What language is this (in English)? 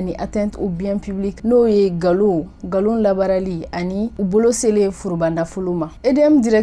Bambara